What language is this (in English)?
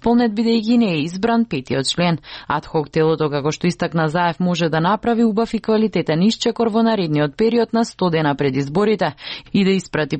Macedonian